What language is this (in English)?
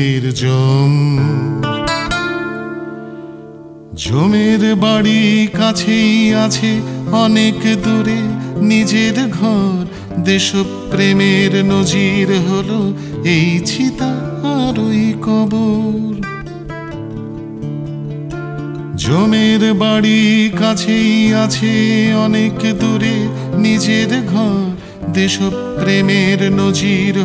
Bangla